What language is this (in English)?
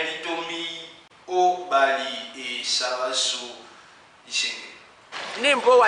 Duala